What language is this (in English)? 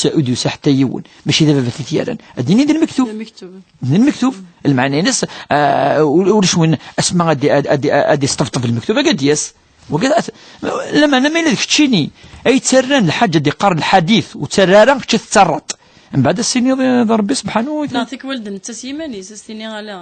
Kabyle